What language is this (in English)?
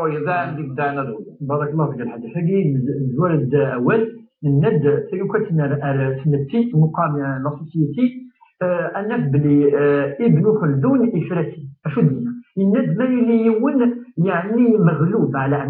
Kabyle